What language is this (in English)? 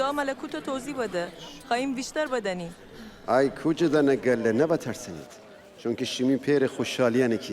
Gilaki